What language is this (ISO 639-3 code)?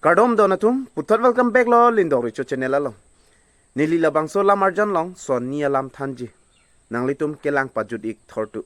mjw